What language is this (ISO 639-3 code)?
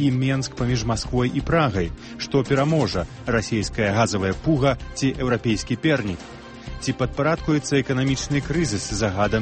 bel